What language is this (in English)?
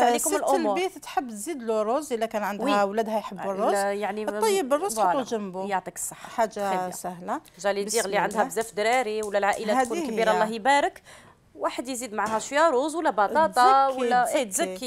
Algerian Arabic